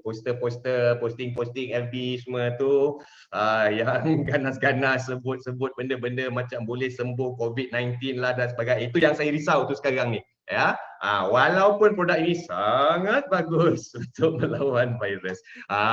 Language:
Malay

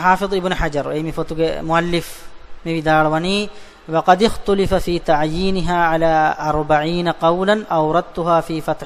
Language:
Divehi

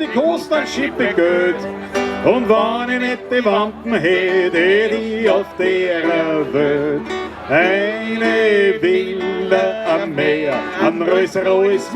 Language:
Bavarian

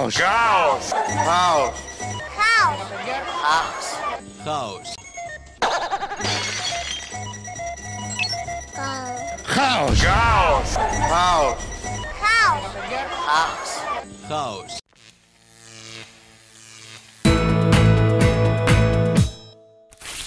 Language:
Greek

